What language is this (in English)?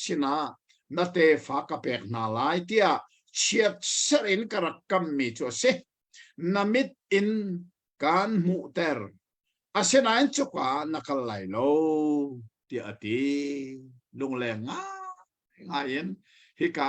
Hakha Chin